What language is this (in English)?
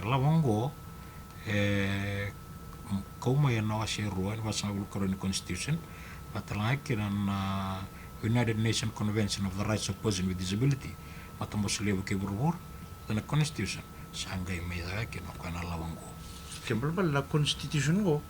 Fijian